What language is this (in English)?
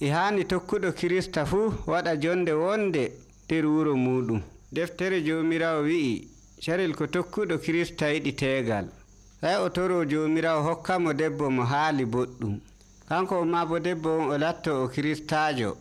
Nigerian Fulfulde